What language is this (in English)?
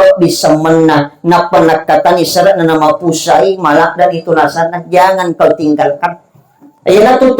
Buginese